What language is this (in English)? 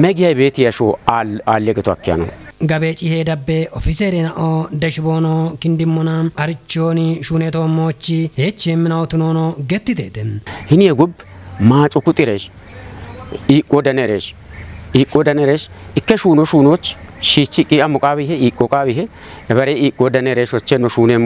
Kafa